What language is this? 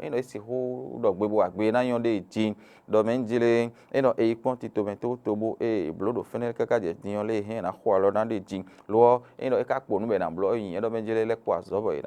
Fon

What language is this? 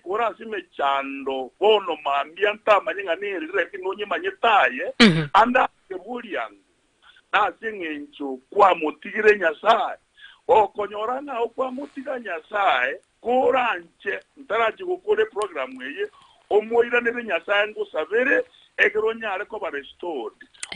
Gusii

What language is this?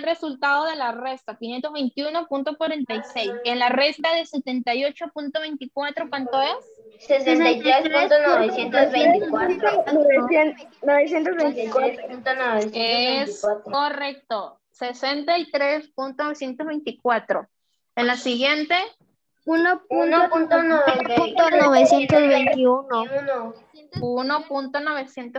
Spanish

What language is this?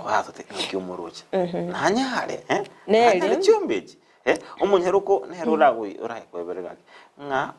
Gusii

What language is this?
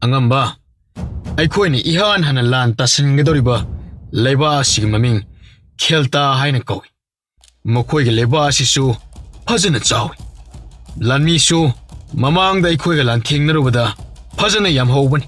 Manipuri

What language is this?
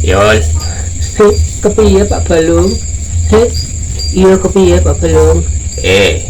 Javanese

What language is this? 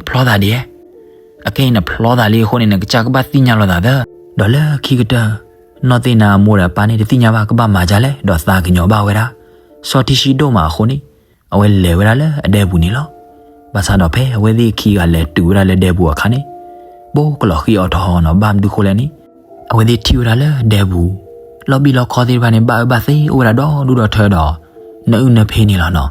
S'gaw Karen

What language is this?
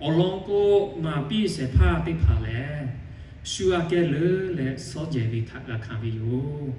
Lahu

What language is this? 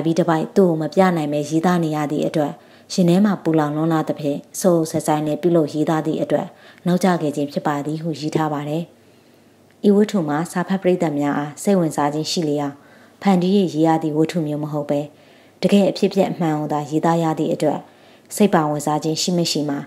Burmese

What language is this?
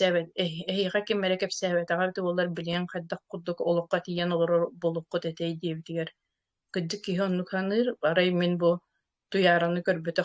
Yakut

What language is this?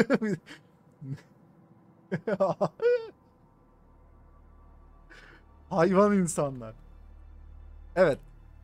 Turkish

